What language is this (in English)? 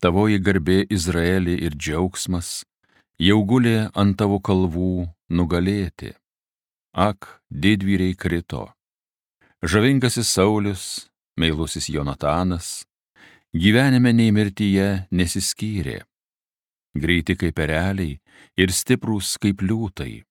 Lithuanian